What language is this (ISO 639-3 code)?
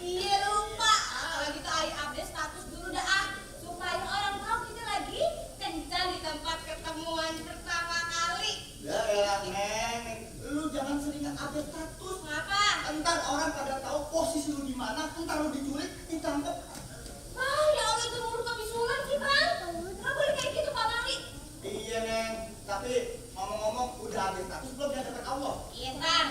bew